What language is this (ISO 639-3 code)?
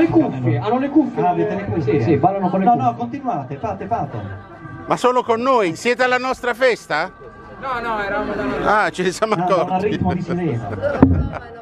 ita